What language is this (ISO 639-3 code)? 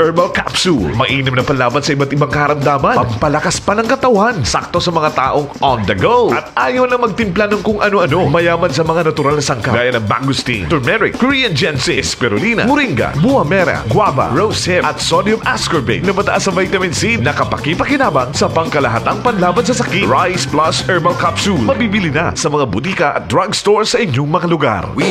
fil